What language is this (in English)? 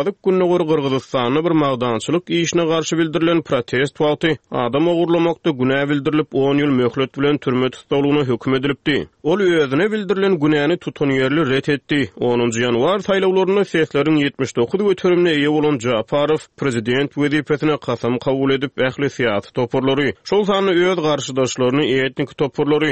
Turkmen